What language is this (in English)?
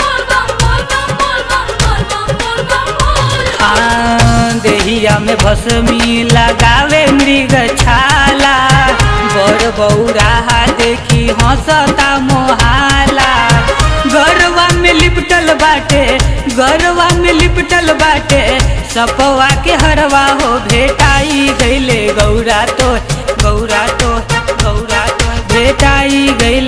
Bhojpuri